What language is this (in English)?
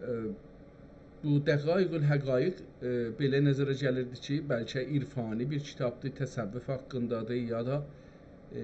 South Azerbaijani